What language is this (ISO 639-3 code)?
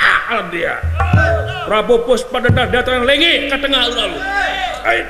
sun